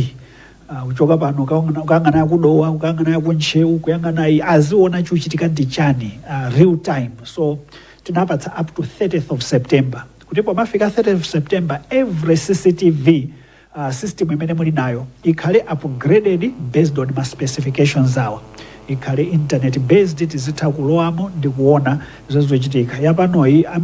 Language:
Nyanja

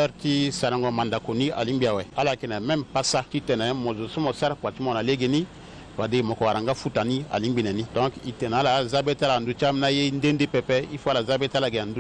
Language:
Sango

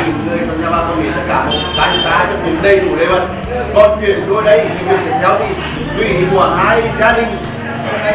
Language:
Vietnamese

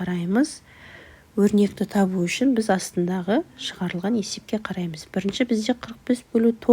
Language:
Kazakh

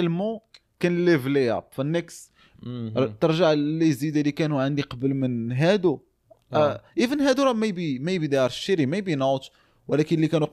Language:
Moroccan Arabic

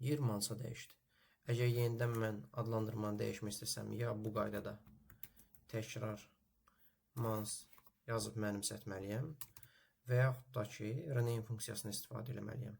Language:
Azerbaijani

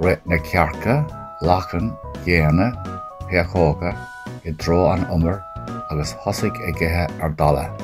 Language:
Irish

